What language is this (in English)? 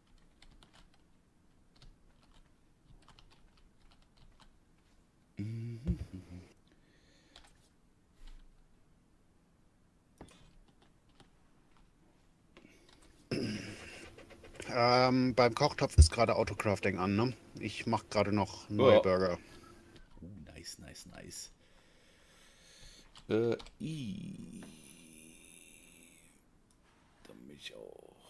German